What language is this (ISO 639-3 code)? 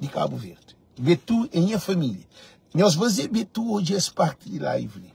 kea